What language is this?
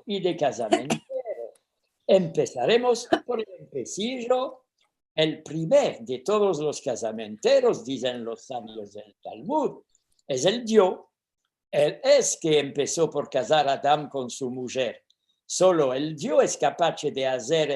Ladino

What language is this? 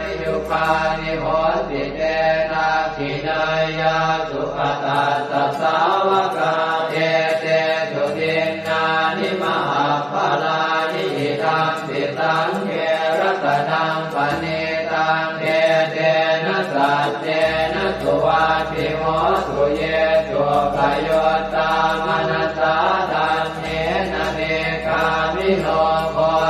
Pali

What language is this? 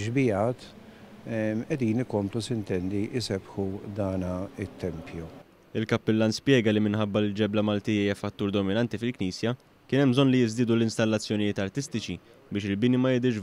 Maltese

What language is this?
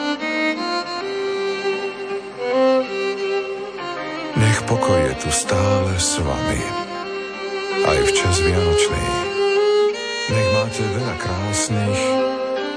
Slovak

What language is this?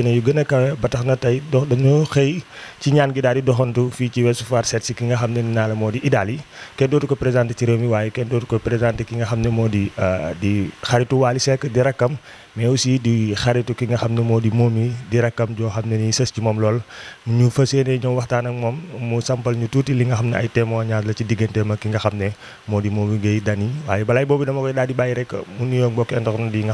Wolof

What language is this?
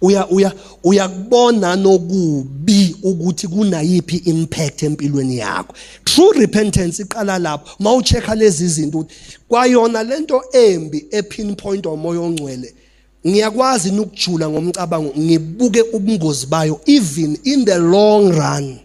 Zulu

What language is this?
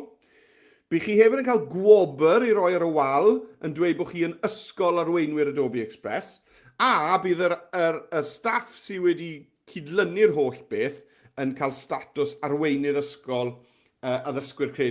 Welsh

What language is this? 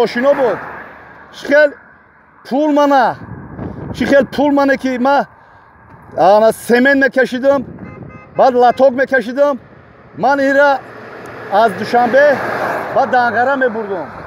Tajik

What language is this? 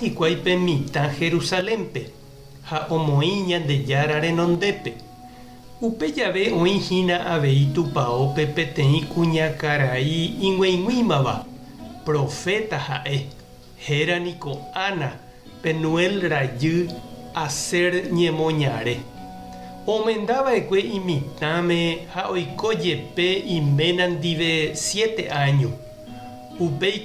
Guarani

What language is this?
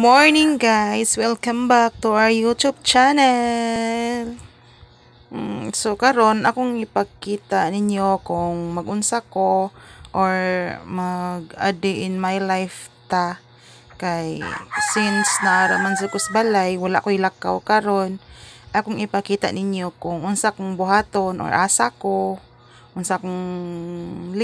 Cebuano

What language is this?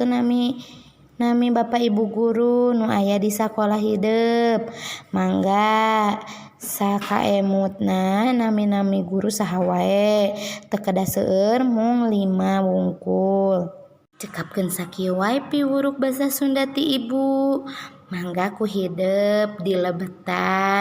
Sundanese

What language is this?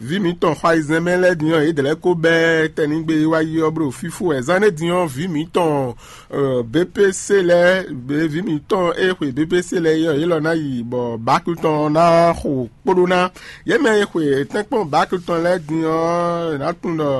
Fon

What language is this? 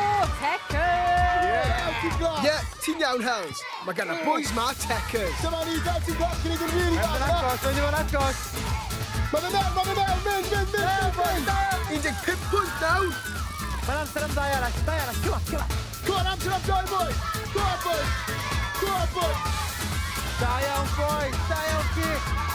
Welsh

